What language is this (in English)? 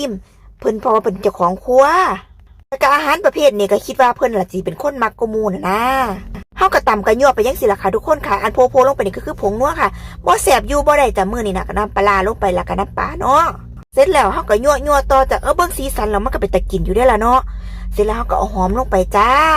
Northeastern Thai